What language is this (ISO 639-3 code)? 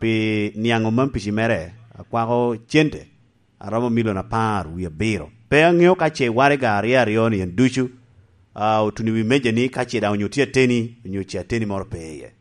laj